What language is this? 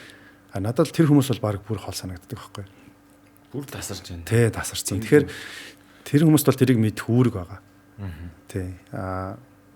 Mongolian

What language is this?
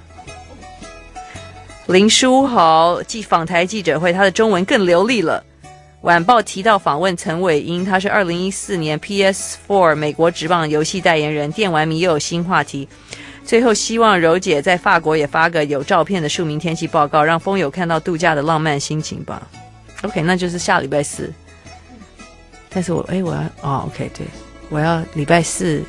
Chinese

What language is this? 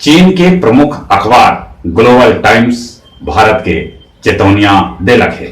Magahi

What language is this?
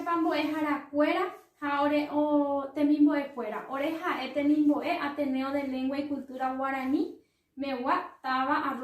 Guarani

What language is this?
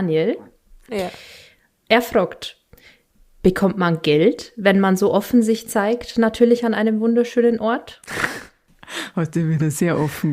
Bavarian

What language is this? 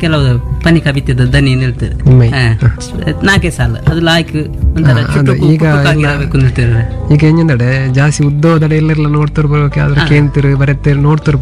Kannada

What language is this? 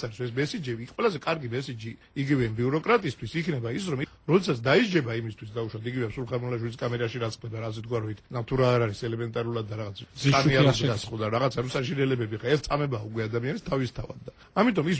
Georgian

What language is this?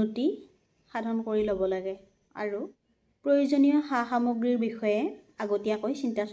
Assamese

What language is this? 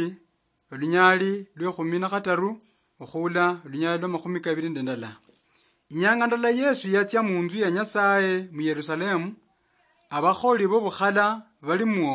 Luyia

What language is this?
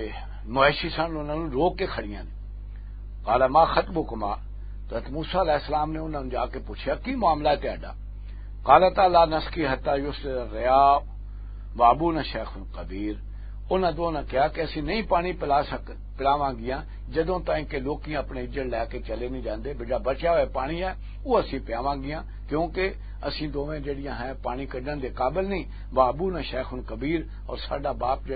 Western Panjabi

